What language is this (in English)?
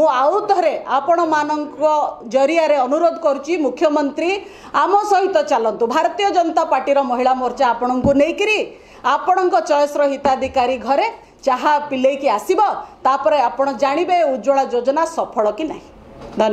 Odia